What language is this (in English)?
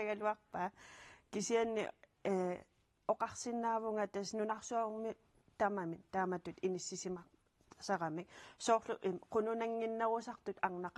Kalaallisut